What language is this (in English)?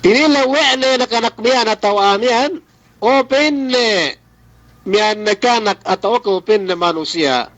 Yakan